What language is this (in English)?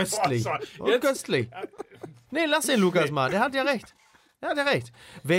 German